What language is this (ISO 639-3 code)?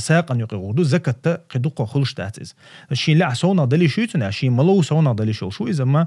che